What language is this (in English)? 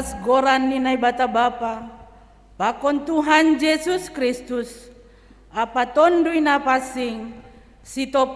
Batak Simalungun